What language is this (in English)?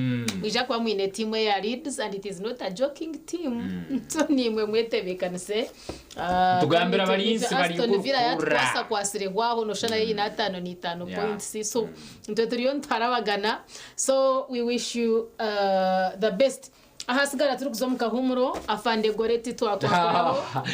Nyankole